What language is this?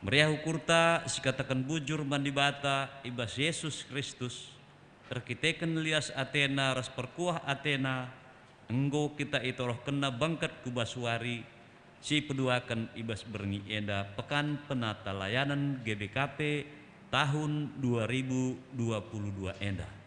Batak Karo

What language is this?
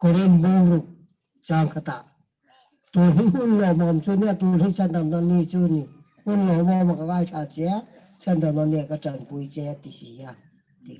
Hmar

